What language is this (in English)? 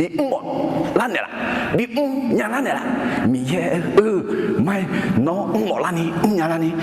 Akha